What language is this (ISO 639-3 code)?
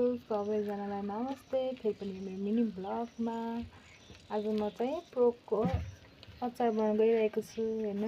nep